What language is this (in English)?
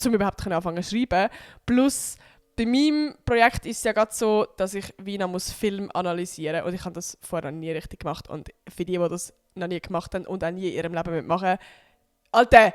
Swiss German